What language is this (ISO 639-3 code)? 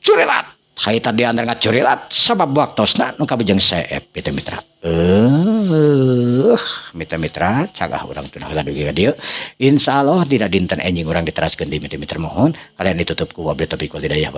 sun